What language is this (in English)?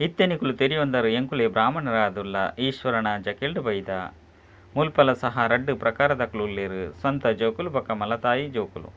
Tulu